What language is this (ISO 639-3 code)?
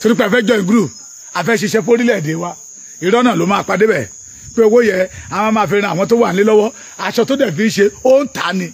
yor